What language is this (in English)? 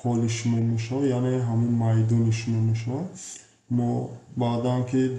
Tajik